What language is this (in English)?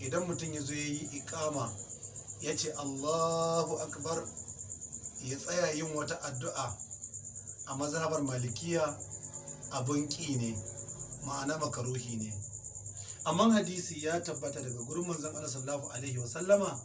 Hausa